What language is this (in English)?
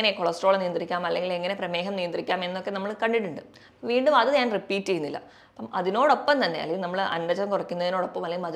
Malayalam